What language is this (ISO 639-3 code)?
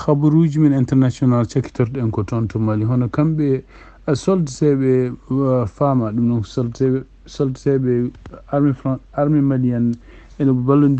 ful